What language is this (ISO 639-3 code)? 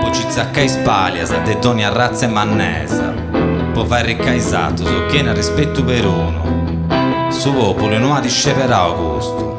srd